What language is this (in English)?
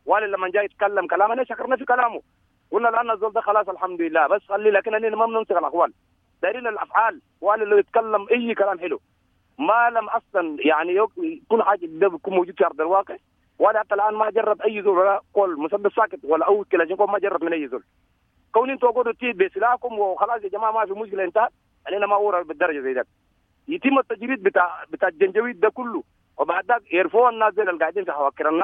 Sudanese Arabic